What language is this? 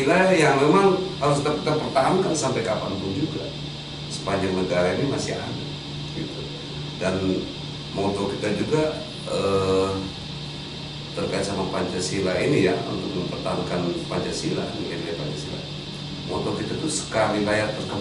Indonesian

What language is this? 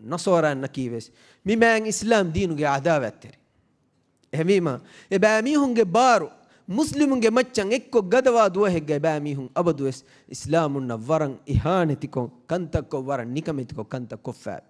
Divehi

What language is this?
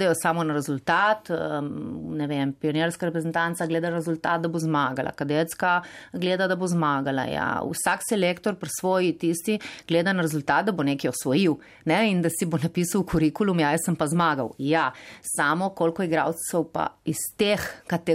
Slovenian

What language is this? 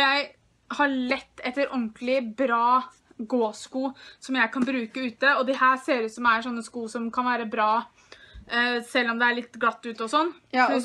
Norwegian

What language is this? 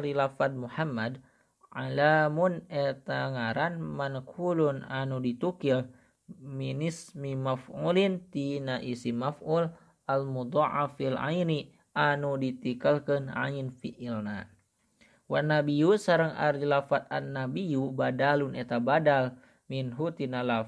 Sundanese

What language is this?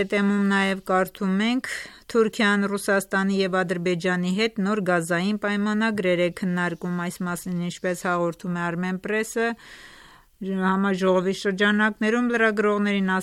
Armenian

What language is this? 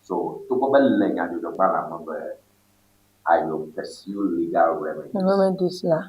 Ewe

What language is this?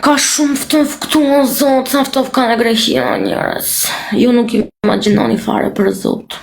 Albanian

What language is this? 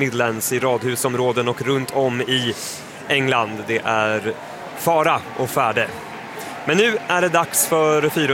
Swedish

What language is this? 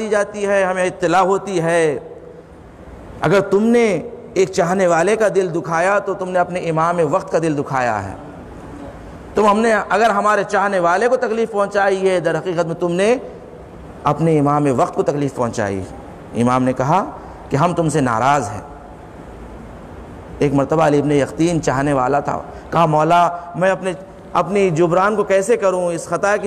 Urdu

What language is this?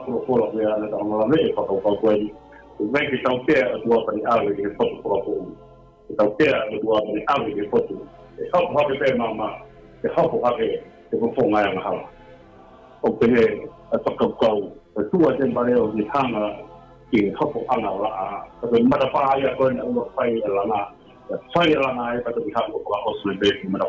Tongan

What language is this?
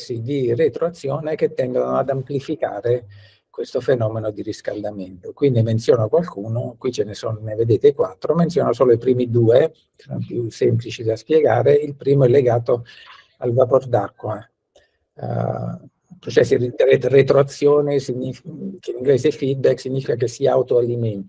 Italian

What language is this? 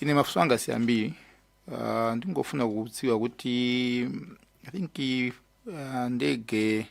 Nyanja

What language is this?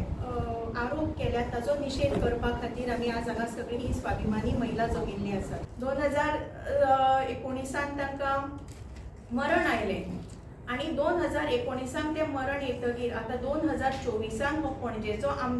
Konkani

